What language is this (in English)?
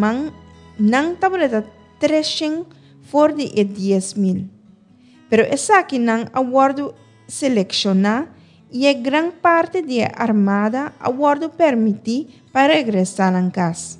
Papiamento